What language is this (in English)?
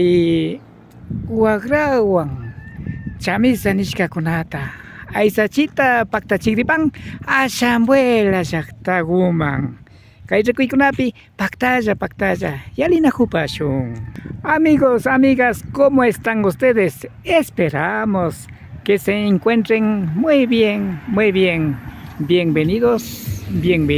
Imbabura Highland Quichua